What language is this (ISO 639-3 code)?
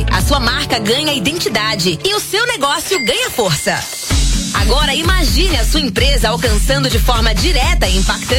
por